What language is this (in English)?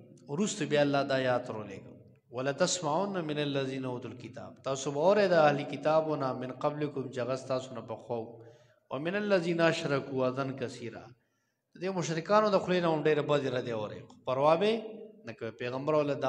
Pashto